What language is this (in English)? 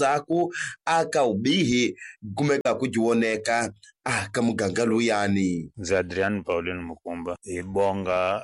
Tsonga